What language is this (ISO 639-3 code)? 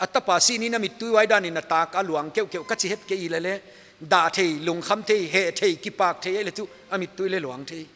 pck